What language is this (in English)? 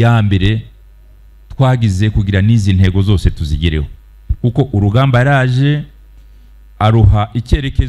Kinyarwanda